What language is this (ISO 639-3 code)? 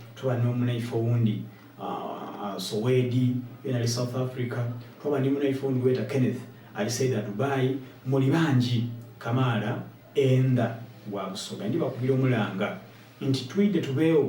xog